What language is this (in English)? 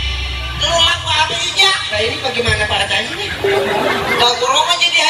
Betawi